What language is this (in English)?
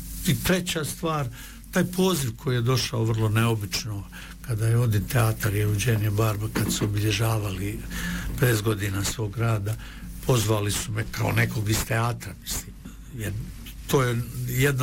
Bosnian